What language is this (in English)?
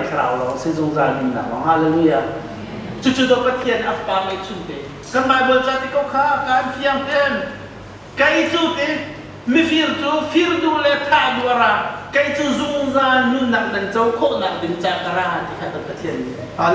Hakha Chin